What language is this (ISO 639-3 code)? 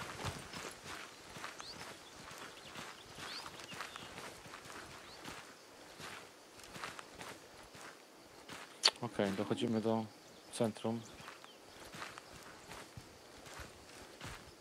pol